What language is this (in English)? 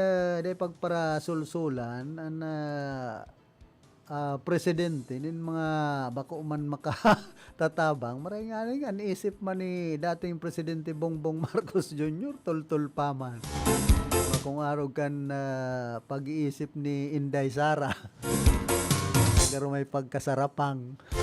Bikol